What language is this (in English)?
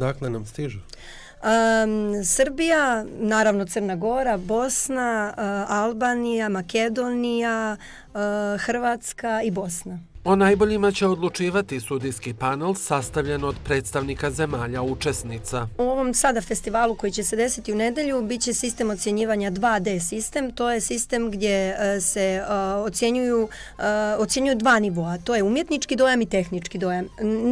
Bosnian